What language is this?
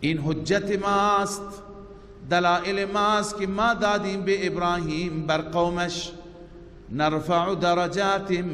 Persian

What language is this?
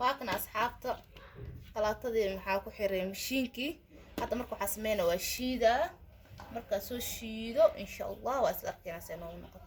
Somali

